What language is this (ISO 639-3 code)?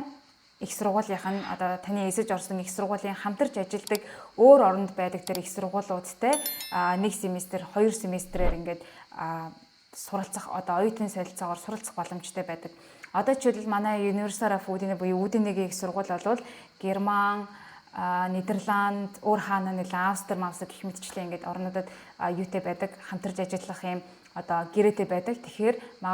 mon